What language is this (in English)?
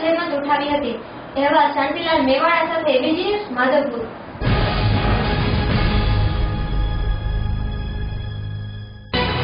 Gujarati